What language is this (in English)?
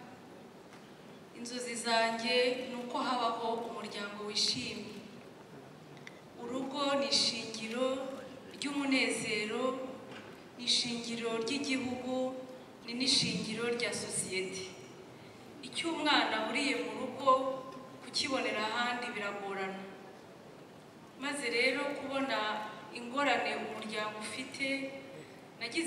Kinyarwanda